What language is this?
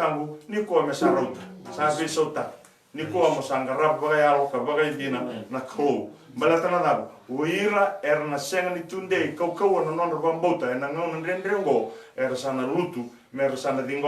Fijian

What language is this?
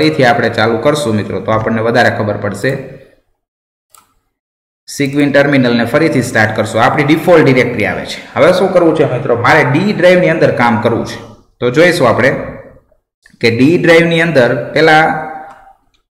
Gujarati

